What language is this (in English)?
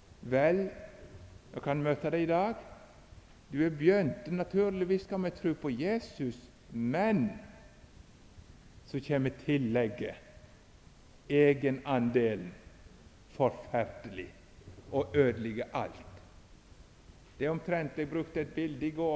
Norwegian